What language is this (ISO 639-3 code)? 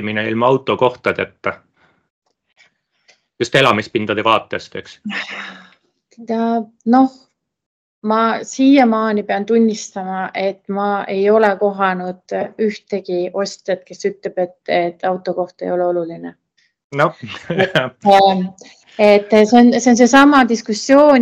est